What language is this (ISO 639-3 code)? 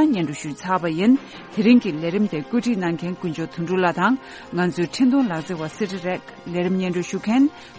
bod